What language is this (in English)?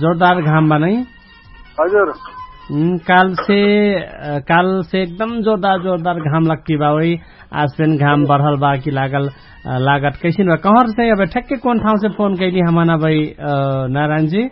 Dangaura Tharu